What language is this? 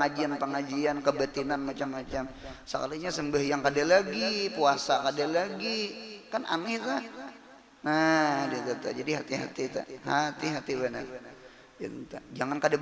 Banjar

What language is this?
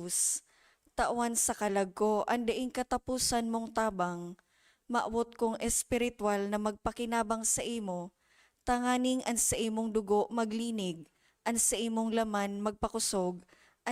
Bikol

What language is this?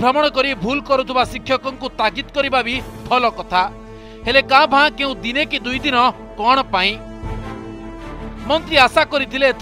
Odia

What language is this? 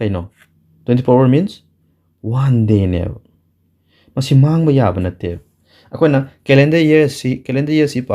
Manipuri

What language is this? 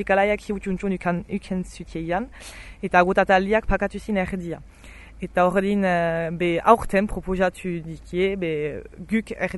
Basque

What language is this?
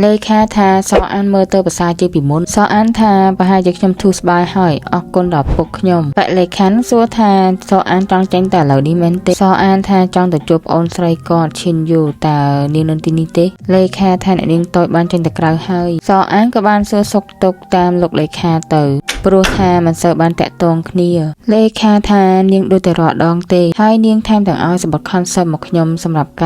Khmer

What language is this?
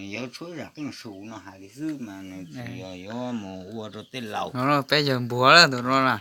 Hmong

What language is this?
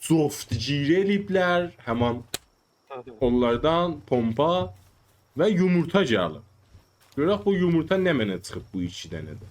South Azerbaijani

